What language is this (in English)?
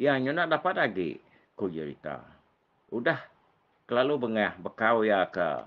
Iban